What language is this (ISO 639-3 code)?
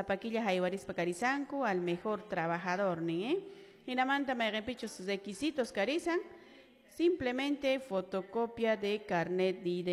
que